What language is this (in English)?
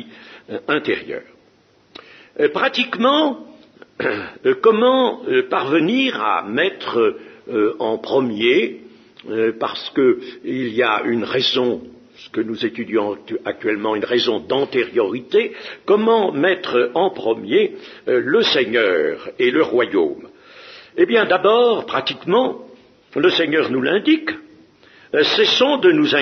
French